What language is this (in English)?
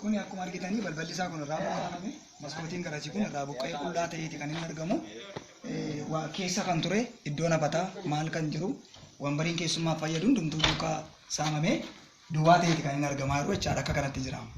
Oromo